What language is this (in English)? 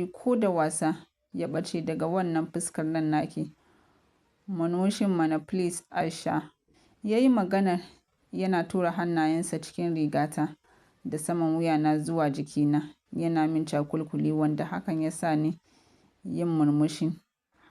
Hausa